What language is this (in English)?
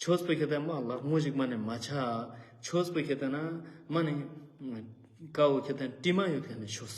Ladakhi